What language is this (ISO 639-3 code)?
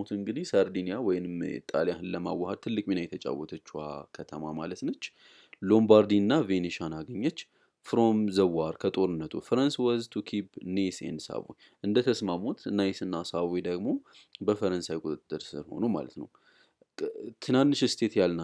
amh